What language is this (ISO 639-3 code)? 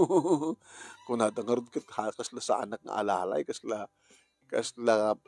ilo